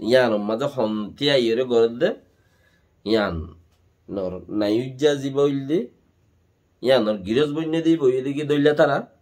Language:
Rohingya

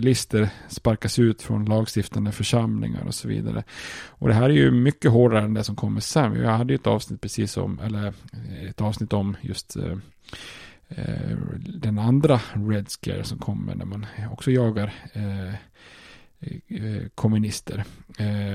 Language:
Swedish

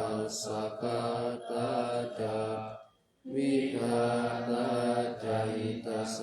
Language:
Pali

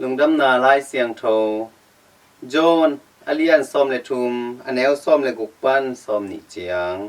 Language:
Tedim Chin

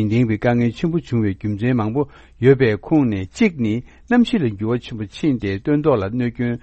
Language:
Tibetan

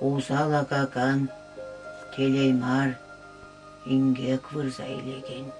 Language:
Chuvash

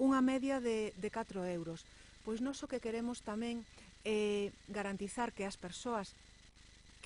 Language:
Galician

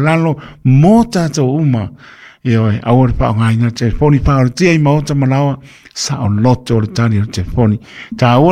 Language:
Samoan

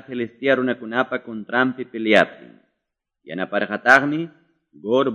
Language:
Quechua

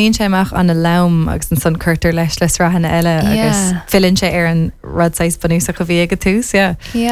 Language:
Irish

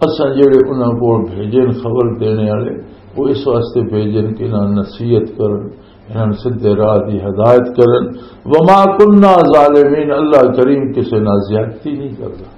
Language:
Western Panjabi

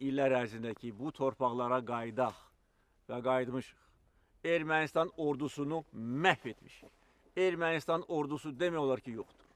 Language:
Azerbaijani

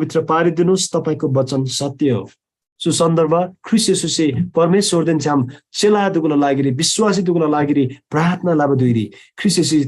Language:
Eastern Tamang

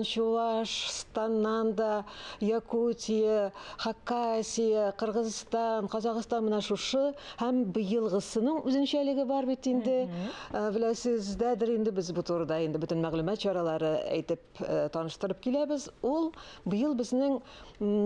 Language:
Tatar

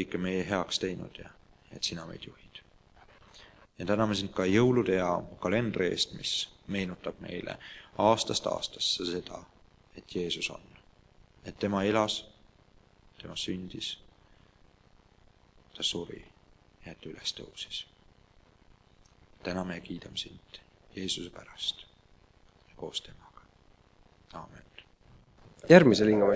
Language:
Estonian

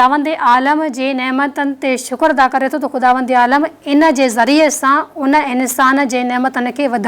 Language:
Sindhi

